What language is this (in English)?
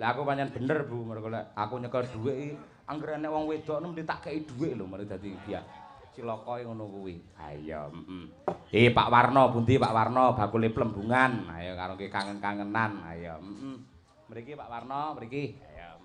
Javanese